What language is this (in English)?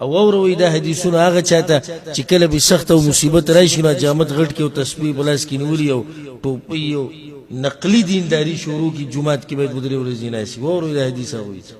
Pashto